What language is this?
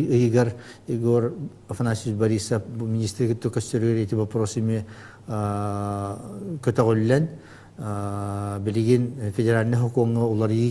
Yakut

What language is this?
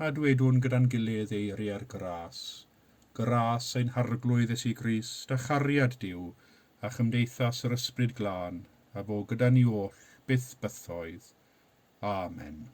Welsh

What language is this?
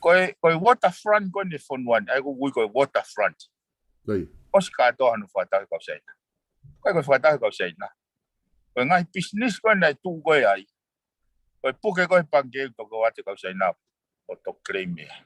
Tongan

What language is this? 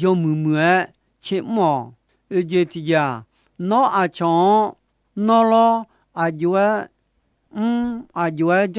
Akha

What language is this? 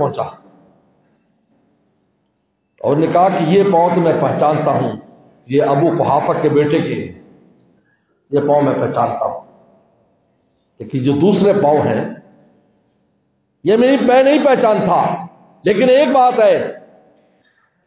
Urdu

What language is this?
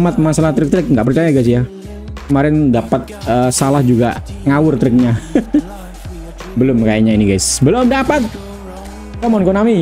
Indonesian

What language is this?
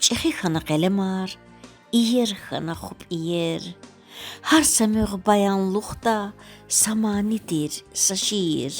Lezghian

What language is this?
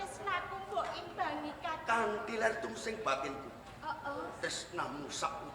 Javanese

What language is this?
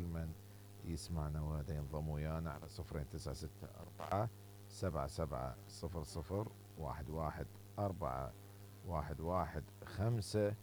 Mesopotamian Arabic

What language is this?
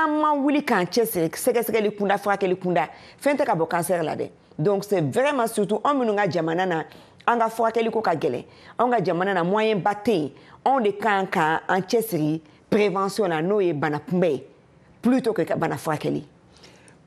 Bambara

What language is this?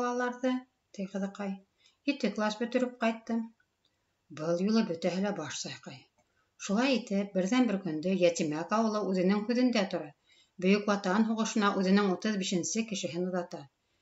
Bashkir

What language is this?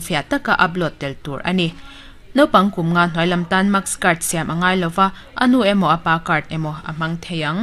Mizo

